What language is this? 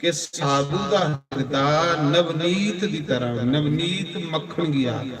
Dogri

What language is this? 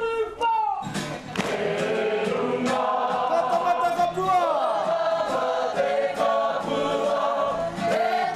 Māori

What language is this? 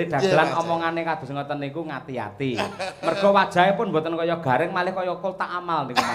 Javanese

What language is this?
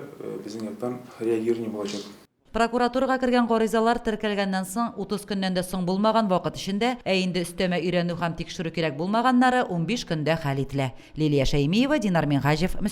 Tatar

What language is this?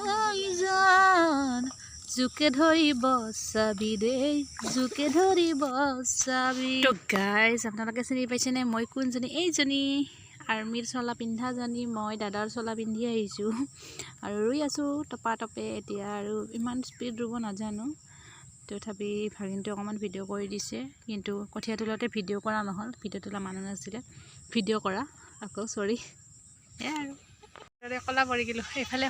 Assamese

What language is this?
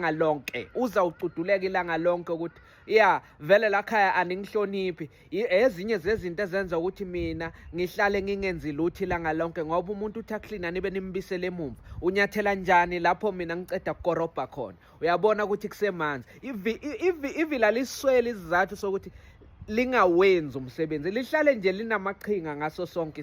Zulu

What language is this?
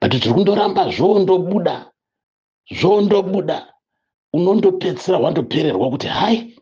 Shona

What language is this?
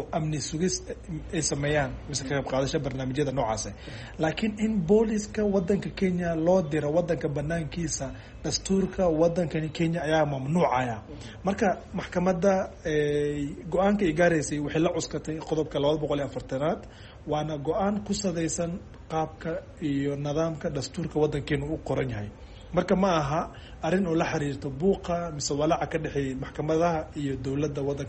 Somali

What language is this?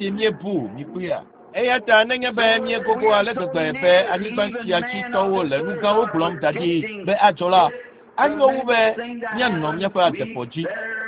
Ewe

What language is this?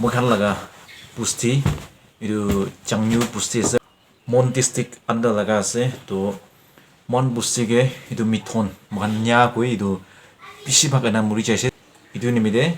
Naga Pidgin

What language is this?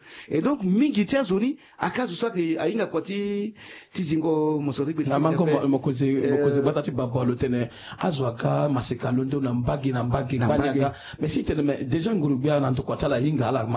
Sango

